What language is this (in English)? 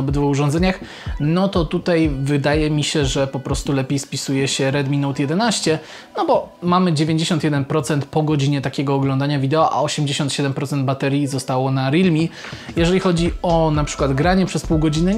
Polish